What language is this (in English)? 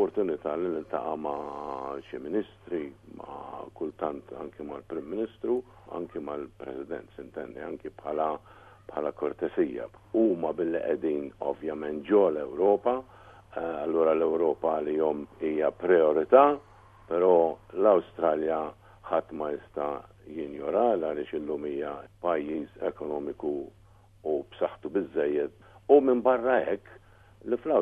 Maltese